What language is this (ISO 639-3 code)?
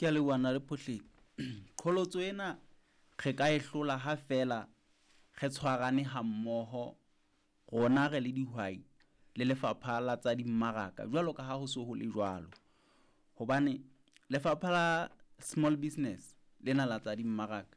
sot